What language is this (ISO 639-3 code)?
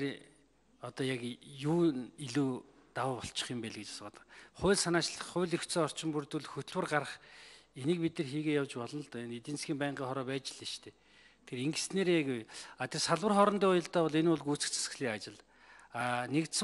mon